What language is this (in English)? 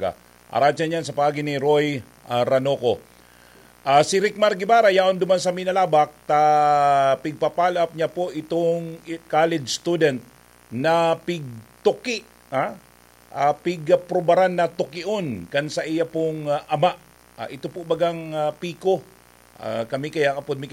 Bikol